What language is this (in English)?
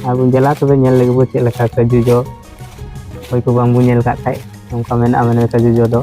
Santali